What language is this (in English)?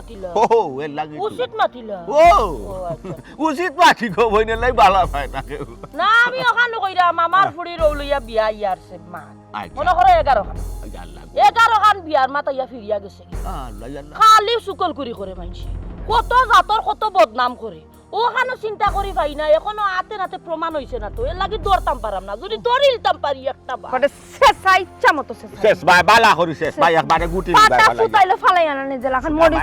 Sylheti